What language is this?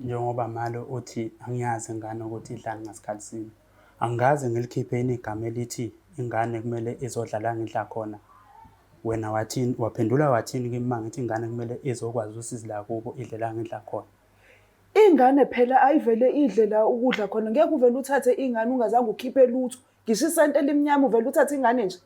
Zulu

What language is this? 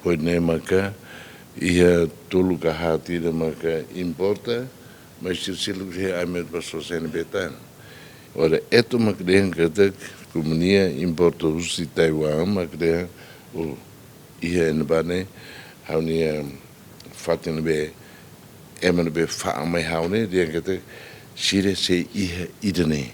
Tetum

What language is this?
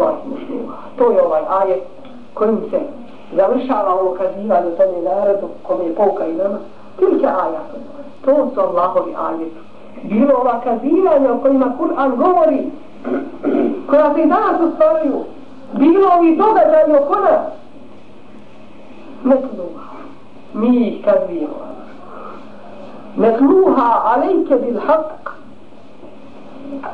Bosnian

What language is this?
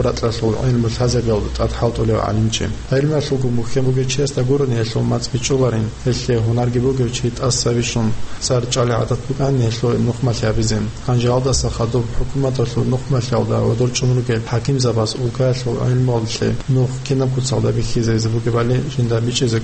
Avaric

